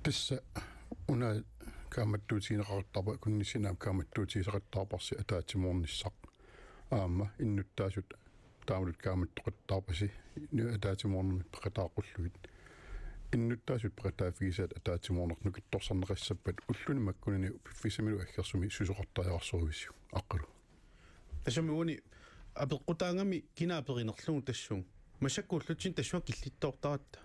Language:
Kalaallisut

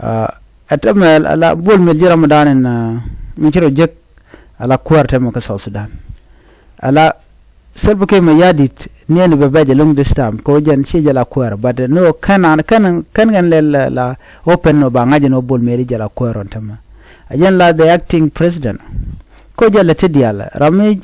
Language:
Nuer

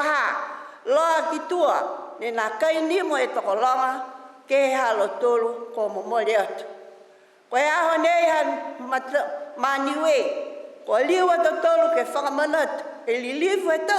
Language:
Niuean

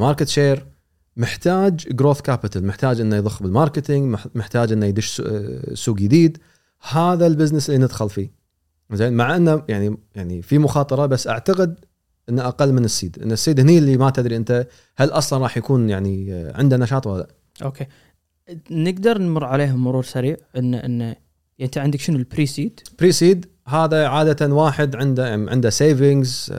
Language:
Gulf Arabic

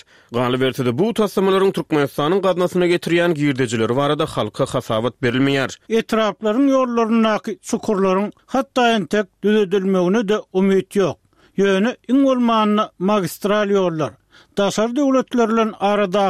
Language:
Turkmen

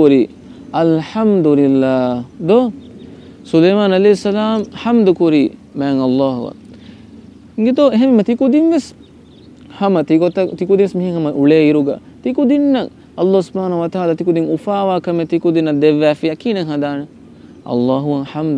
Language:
Divehi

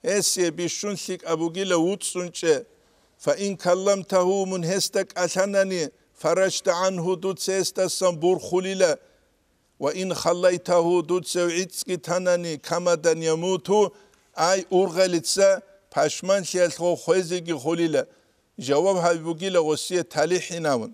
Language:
Avaric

